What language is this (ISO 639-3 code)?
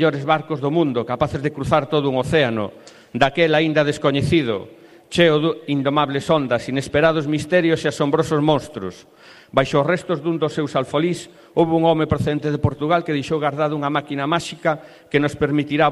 glg